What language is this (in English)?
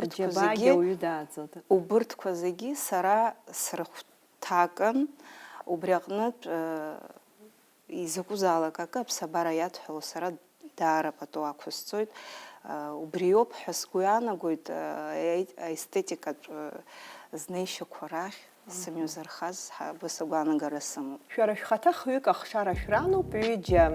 Abkhazian